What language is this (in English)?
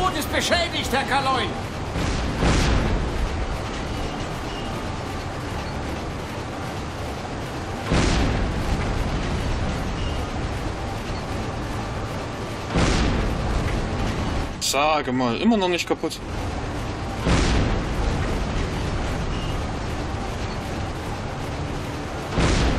German